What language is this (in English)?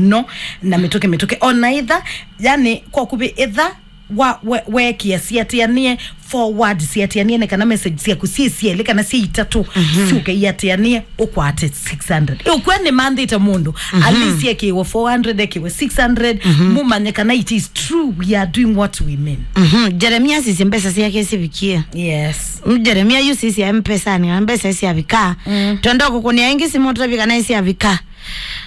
Kamba